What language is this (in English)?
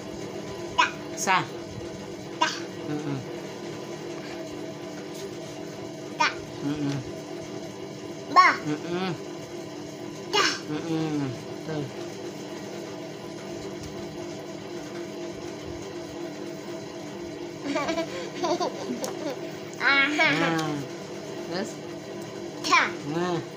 Indonesian